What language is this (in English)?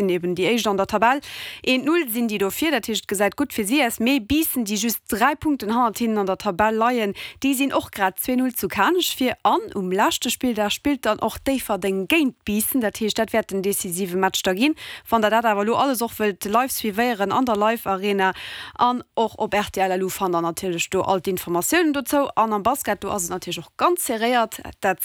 Luxembourgish